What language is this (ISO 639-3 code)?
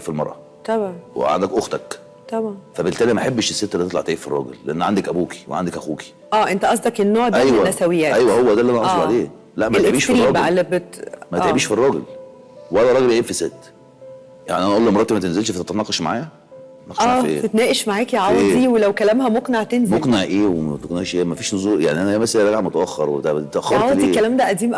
arz